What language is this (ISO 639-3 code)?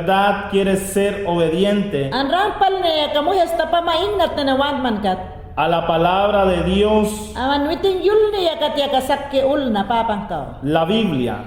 yan